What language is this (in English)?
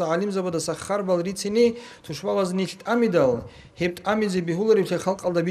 Avaric